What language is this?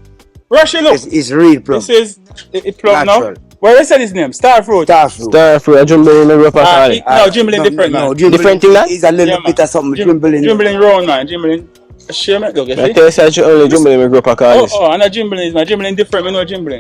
Jamaican Creole English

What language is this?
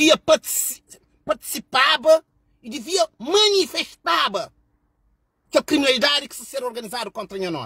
Kabuverdianu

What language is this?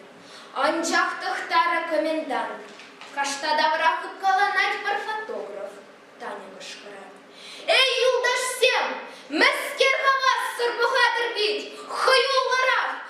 Chuvash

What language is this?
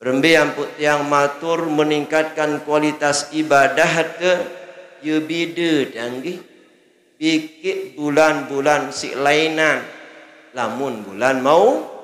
Sasak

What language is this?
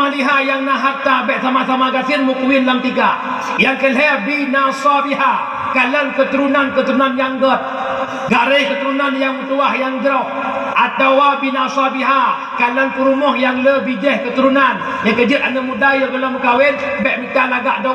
Achinese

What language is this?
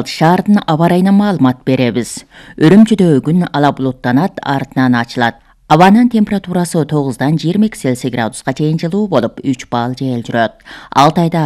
Kyrgyz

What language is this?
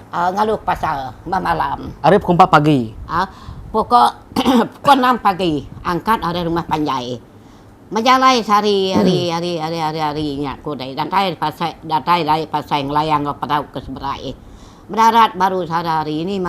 Iban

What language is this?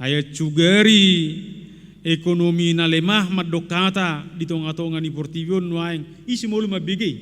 Batak Toba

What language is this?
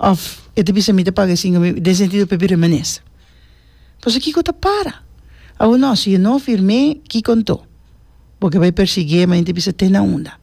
Papiamento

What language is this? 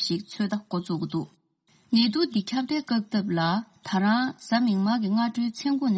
Tibetan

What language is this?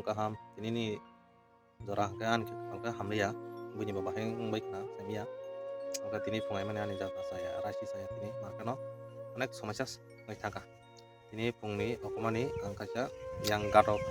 Kok Borok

